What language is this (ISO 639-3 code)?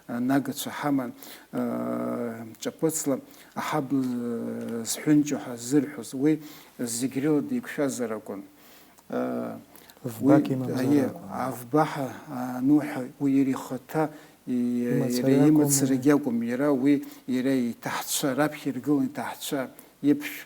abk